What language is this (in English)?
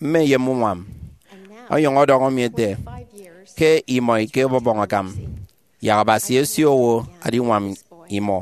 Efik